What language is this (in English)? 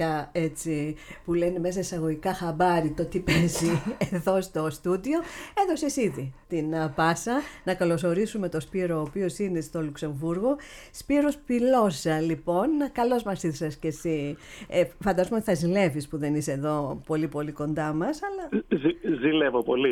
Greek